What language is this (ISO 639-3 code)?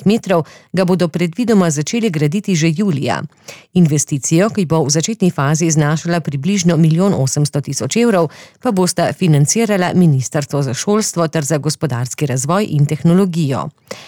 slv